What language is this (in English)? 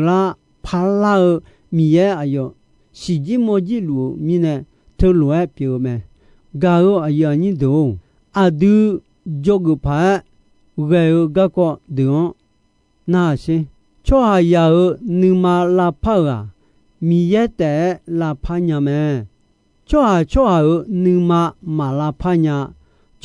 Akha